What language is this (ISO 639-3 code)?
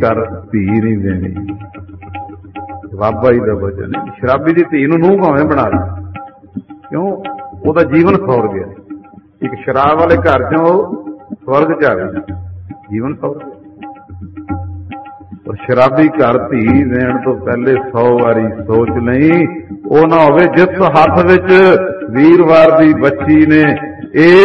pan